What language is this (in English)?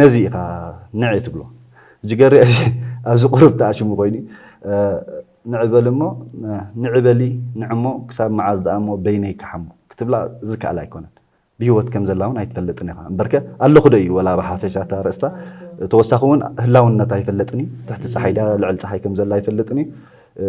Tigrinya